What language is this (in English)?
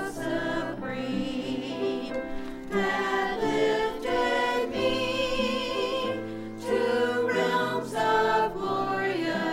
English